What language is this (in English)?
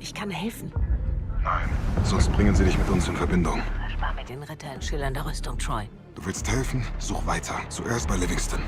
Bavarian